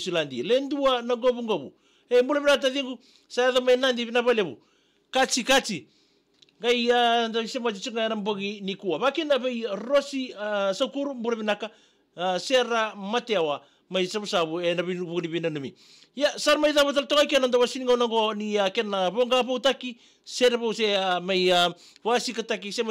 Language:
Fijian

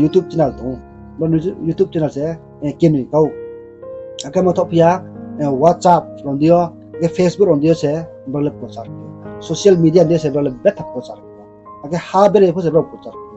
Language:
Riang (India)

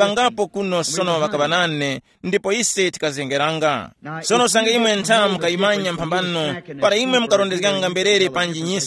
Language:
Tumbuka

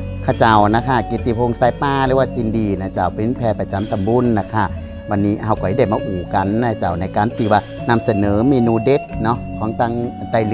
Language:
Lao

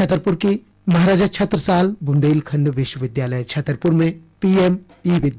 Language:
Hindi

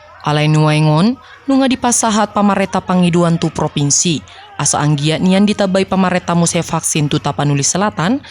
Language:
Batak Toba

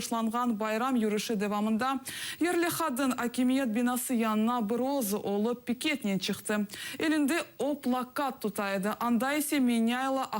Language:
Crimean Tatar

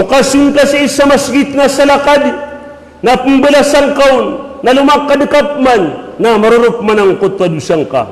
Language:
Maranao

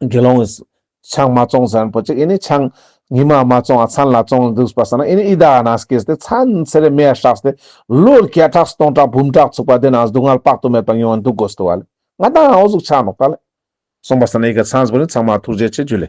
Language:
Ladakhi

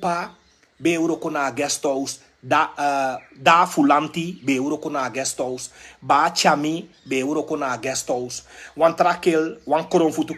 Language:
Sranan Tongo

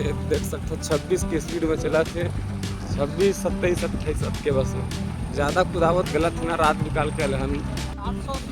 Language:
Chhattisgarhi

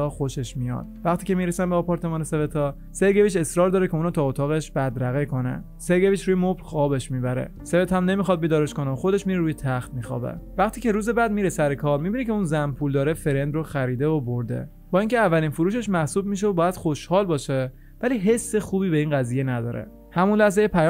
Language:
Persian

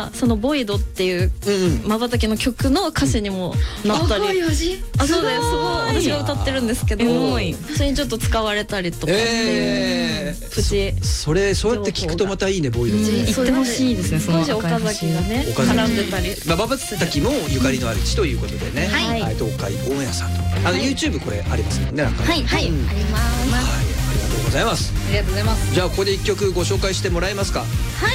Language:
Japanese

